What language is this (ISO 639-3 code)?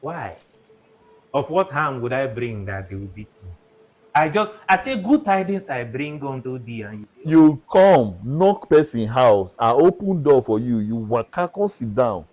pcm